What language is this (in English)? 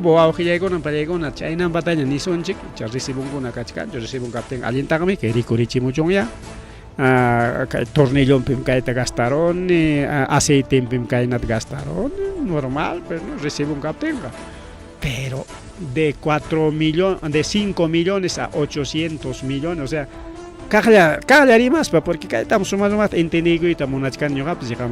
Ayacucho Quechua